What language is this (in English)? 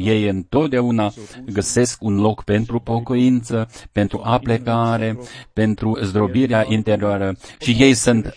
Romanian